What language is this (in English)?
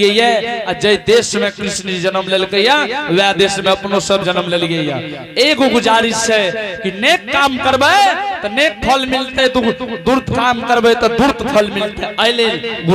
Angika